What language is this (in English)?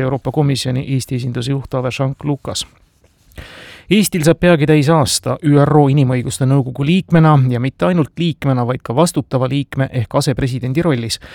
Estonian